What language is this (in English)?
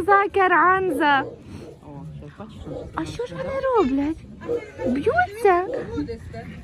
Ukrainian